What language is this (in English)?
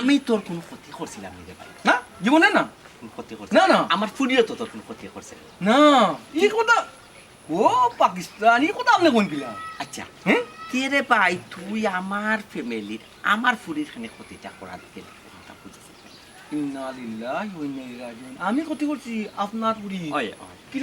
Sylheti